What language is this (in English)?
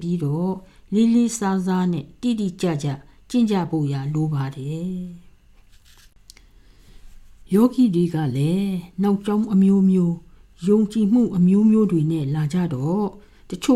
Burmese